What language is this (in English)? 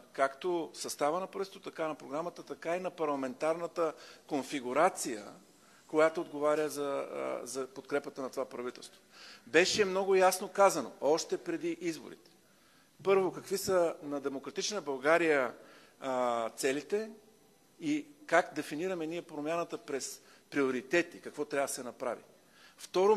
Bulgarian